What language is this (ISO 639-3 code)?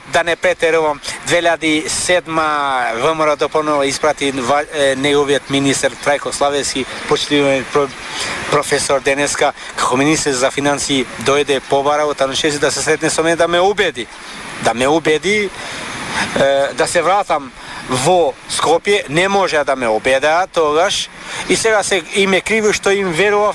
mkd